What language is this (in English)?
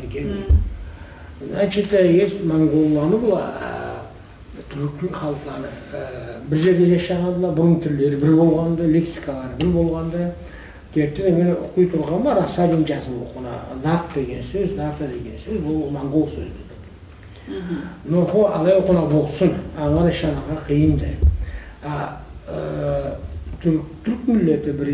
Karachay-Balkar